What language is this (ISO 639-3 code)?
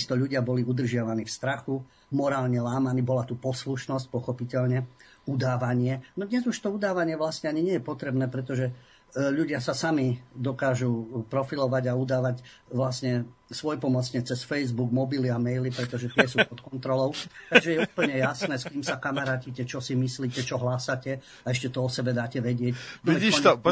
slk